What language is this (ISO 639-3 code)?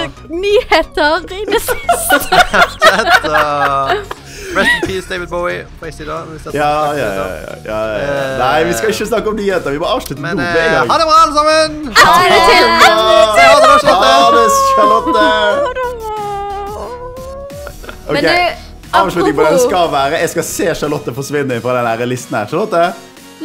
nor